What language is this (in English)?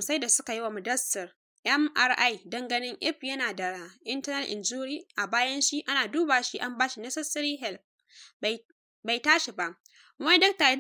Hausa